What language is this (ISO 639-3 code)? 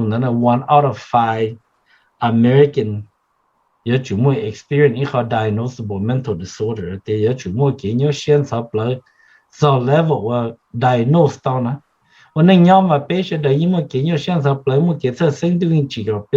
hmn